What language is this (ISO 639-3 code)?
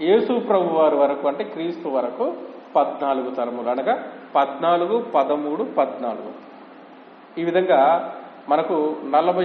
tel